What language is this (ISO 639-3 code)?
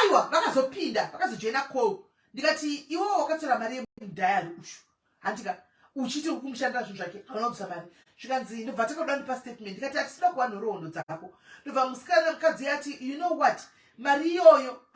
sna